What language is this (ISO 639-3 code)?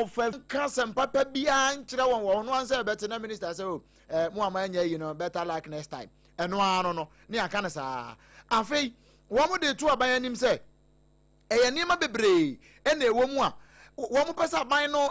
aka